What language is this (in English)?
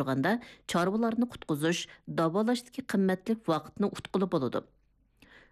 Uyghur